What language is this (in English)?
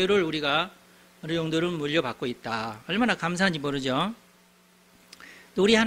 Korean